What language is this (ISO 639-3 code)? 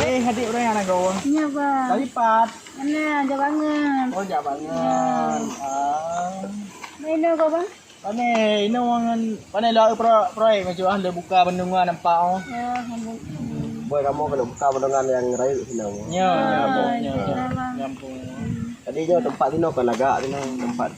ace